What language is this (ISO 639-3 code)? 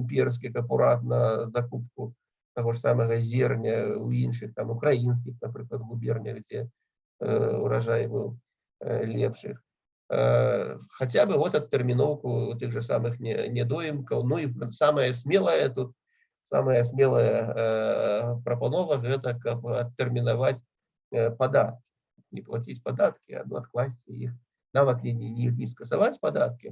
bel